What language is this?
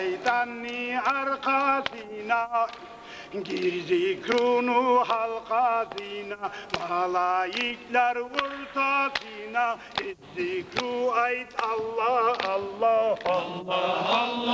Kumyk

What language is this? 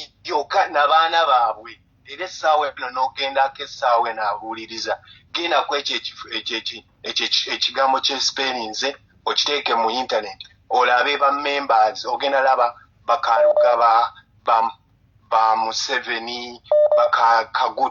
Ganda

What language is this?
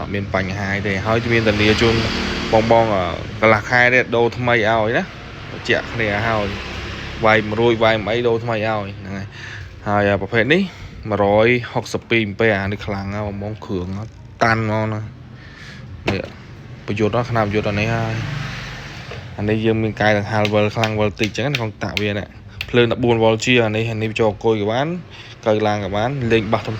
Khmer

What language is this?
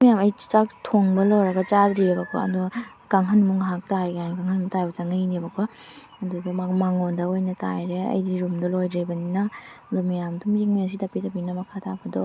Manipuri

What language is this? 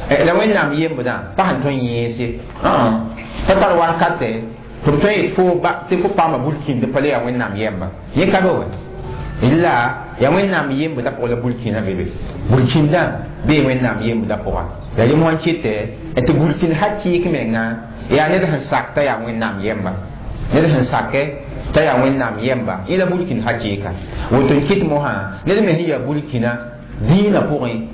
Mossi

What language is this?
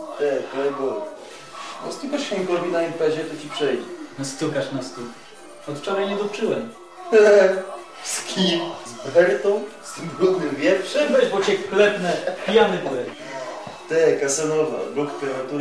Polish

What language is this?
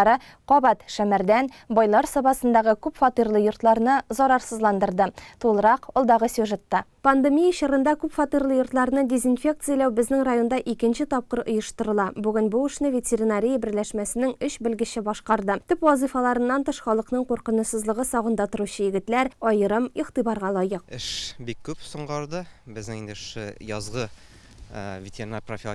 Tatar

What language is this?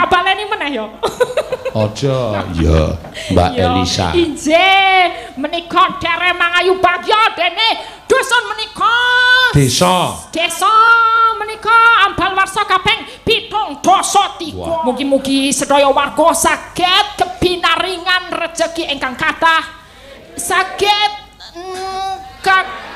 Javanese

